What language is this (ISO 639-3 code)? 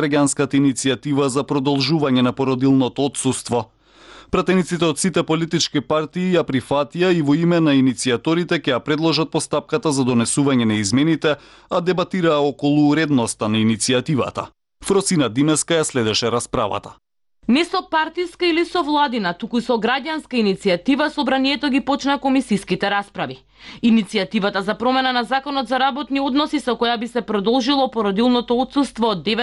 mkd